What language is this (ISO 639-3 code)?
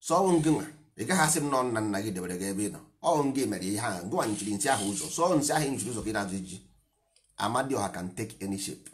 ibo